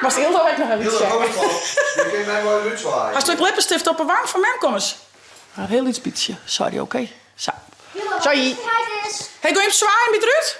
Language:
Western Frisian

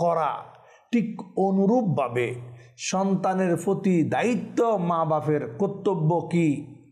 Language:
Bangla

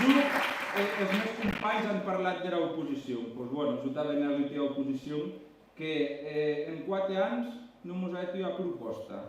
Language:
Occitan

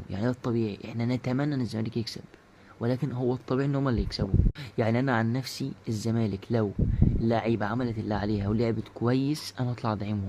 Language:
Egyptian Arabic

